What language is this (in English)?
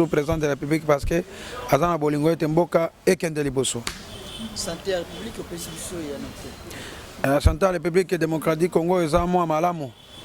Lingala